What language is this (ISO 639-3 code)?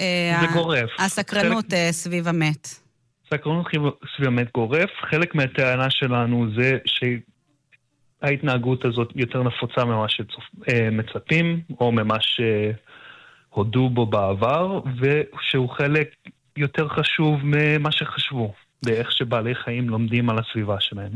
heb